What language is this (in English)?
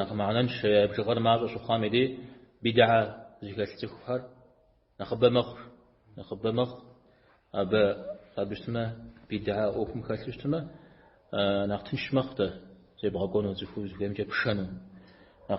Kabardian